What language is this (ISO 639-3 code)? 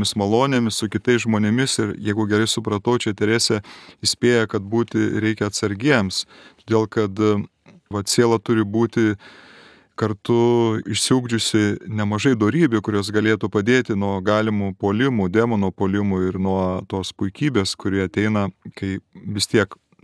lit